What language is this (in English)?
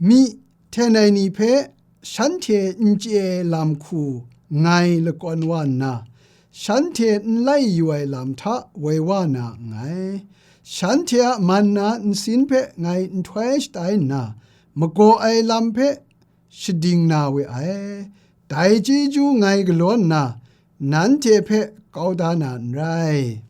Kachin